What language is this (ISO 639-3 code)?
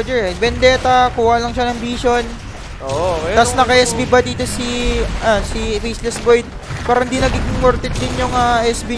fil